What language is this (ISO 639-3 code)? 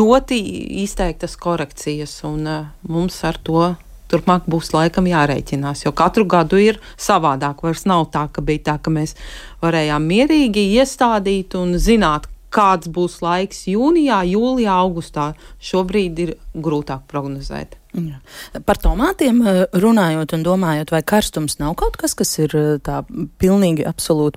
lav